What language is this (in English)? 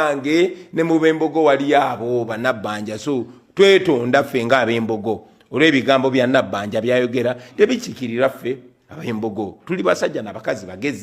Ganda